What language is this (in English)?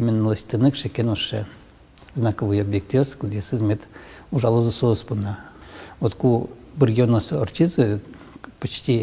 Udmurt